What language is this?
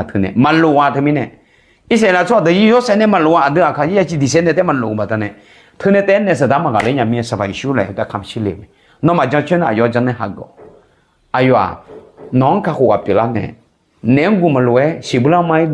Akha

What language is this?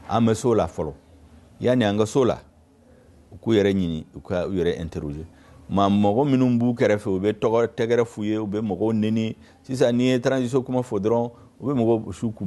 Bambara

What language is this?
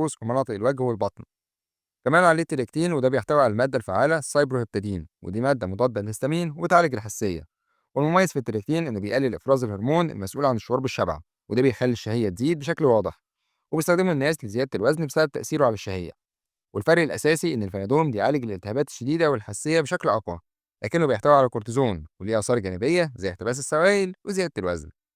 Egyptian Arabic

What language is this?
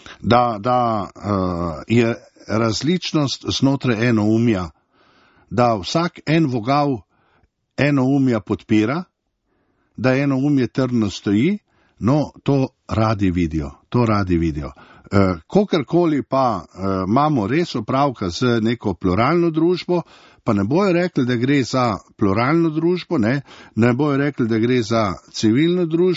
Slovenian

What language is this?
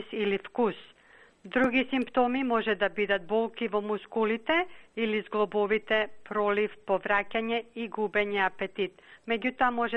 Macedonian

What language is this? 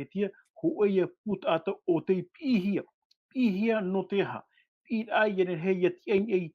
Tahitian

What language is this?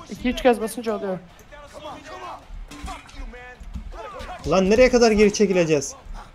Turkish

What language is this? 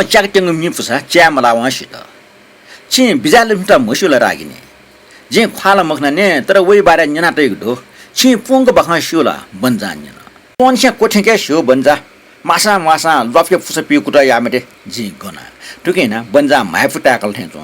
Newari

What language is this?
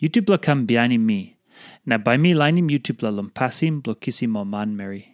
Tok Pisin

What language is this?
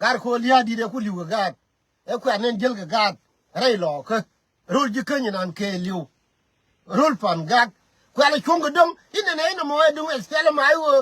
Nuer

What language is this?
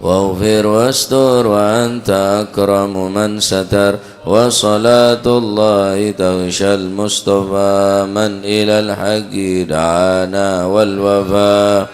Madurese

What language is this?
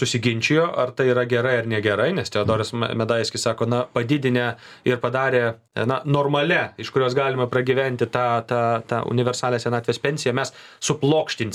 Lithuanian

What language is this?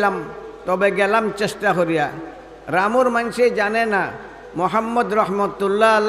Sylheti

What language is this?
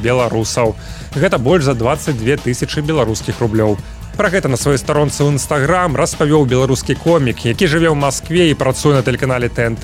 Belarusian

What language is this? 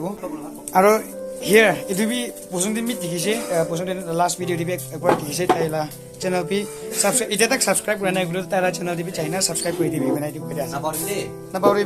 Naga Pidgin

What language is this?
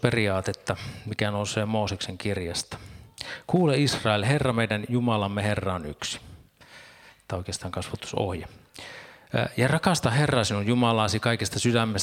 Finnish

